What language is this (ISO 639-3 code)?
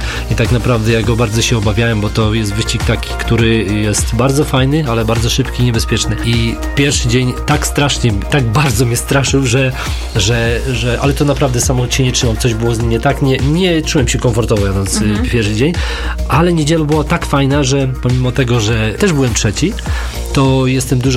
pol